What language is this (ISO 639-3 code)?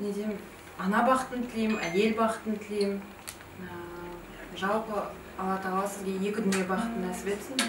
kaz